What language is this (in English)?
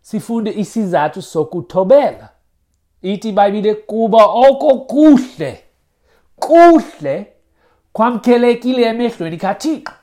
Xhosa